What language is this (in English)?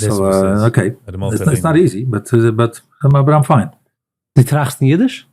Yiddish